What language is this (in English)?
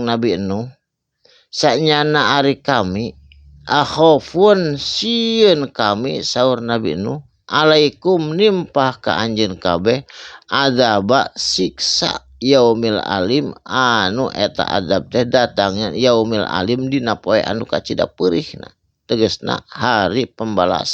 Sundanese